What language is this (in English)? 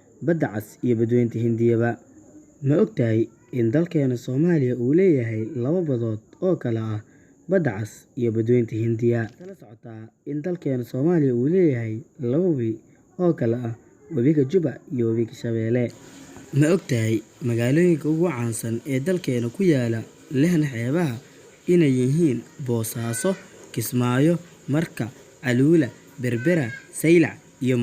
Somali